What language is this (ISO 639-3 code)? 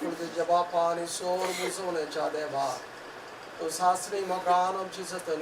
kok